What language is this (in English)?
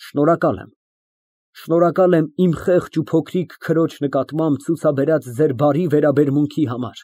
Armenian